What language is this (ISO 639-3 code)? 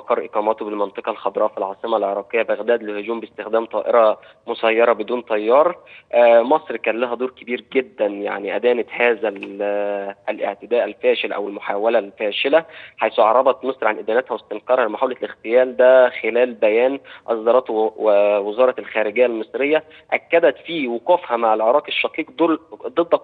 ara